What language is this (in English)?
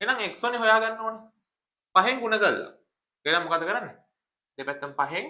Sinhala